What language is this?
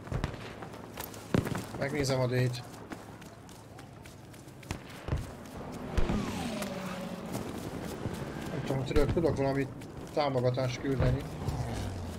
Hungarian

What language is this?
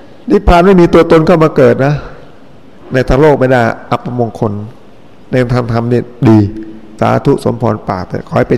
Thai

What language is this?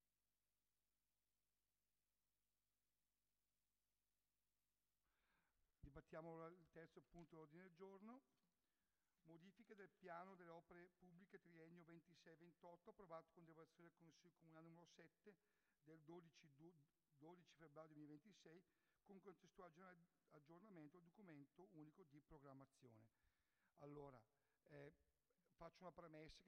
Italian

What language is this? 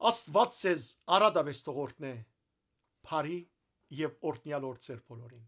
Western Armenian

